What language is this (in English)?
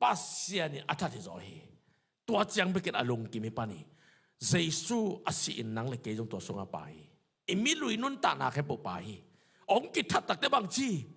Tedim Chin